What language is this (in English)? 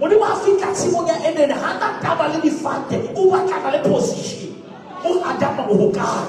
Southern Sotho